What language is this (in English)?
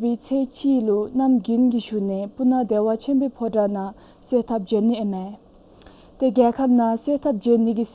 Dzongkha